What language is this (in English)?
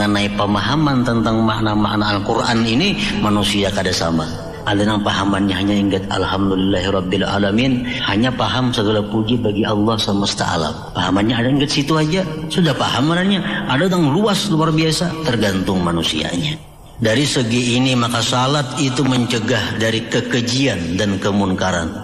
Banjar